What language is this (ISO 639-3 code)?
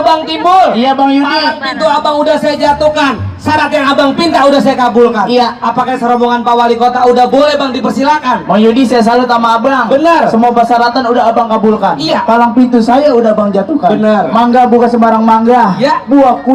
bew